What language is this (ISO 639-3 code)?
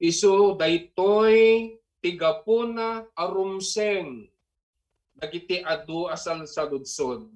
ilo